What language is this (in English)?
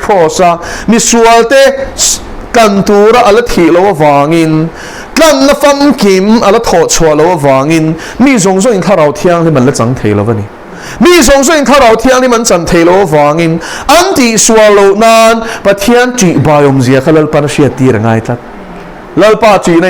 Mizo